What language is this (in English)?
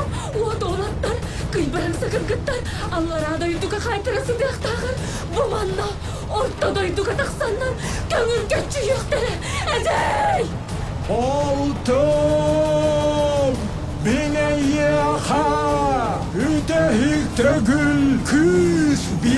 Yakut